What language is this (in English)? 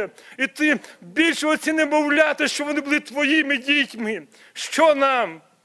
Ukrainian